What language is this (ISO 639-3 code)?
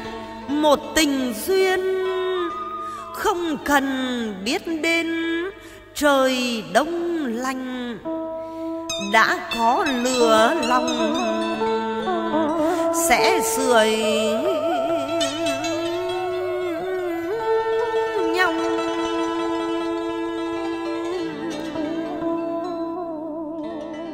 vie